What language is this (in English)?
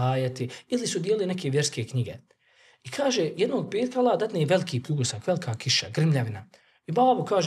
Bosnian